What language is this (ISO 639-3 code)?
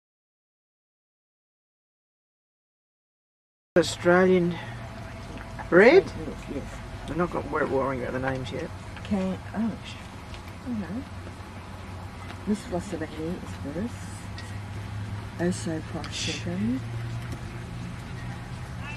eng